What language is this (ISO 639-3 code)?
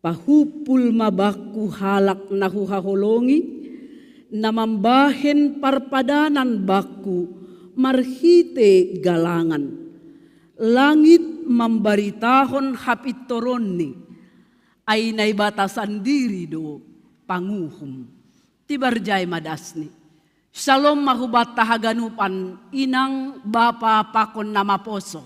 bts